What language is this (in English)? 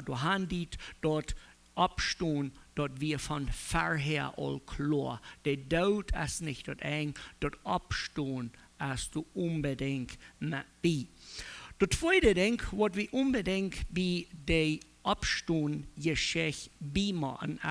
Plautdietsch